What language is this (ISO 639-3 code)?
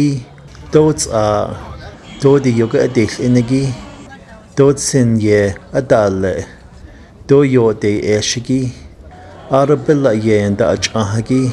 nav